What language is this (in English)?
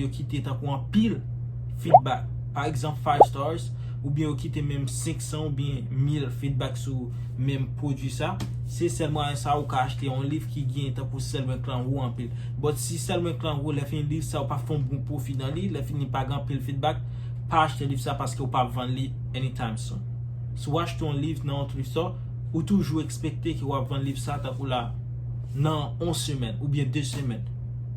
Haitian Creole